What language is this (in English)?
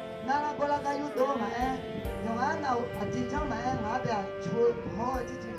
Akha